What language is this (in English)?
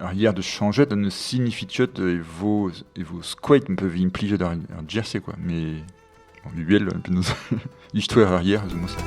Breton